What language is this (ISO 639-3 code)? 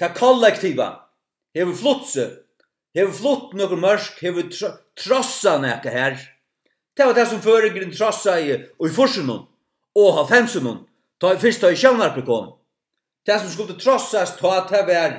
fao